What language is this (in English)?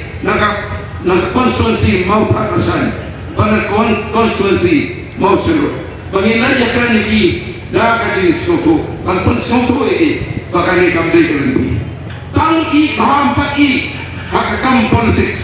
Khasi